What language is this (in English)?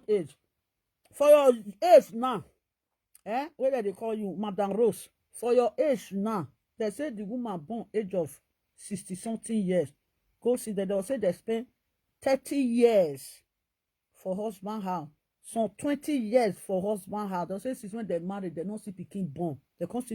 Nigerian Pidgin